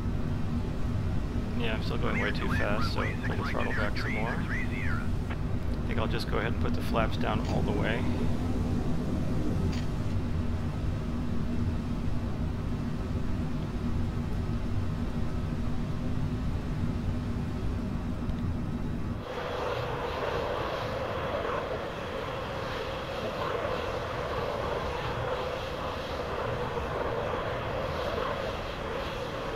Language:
English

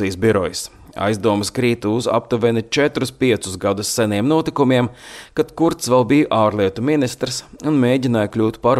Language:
Latvian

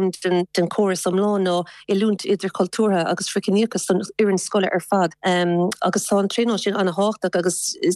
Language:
Irish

